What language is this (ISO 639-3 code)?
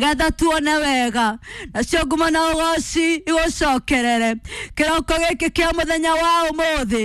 kik